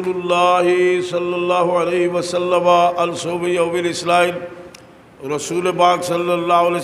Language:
Sylheti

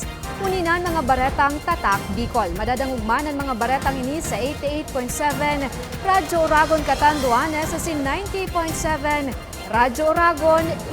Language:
Bikol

